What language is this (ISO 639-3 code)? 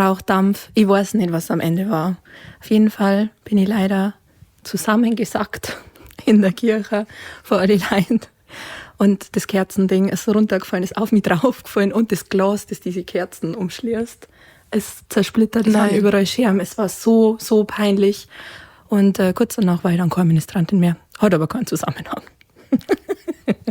bar